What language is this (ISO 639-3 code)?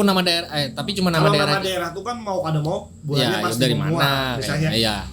bjn